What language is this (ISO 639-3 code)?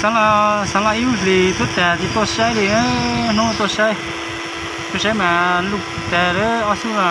hmn